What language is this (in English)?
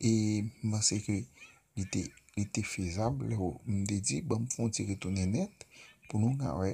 Haitian Creole